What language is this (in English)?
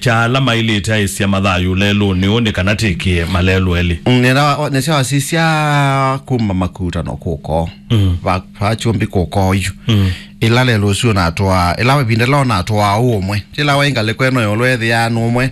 Kamba